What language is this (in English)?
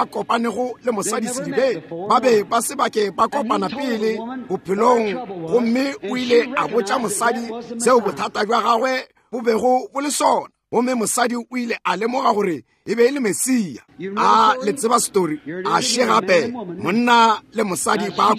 Northern Sotho